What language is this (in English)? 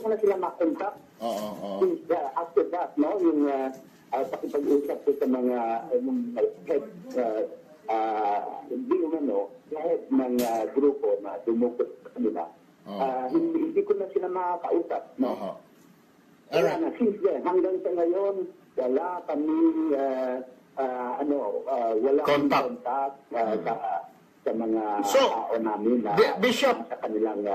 Filipino